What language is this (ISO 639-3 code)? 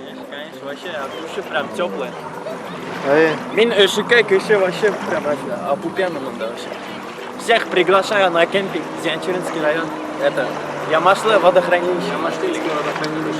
bak